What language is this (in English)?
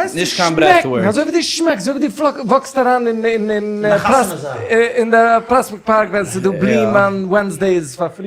Yiddish